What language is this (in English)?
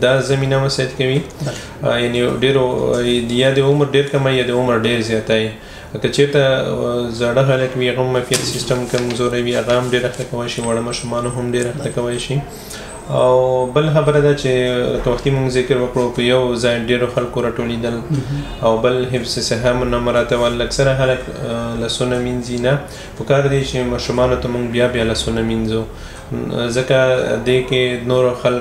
Pashto